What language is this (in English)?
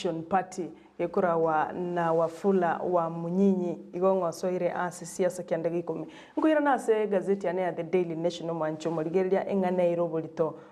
Gusii